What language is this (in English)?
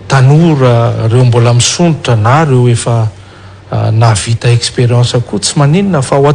Malagasy